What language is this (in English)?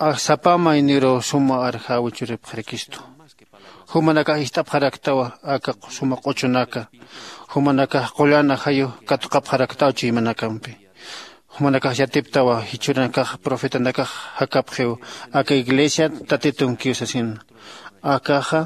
Aymara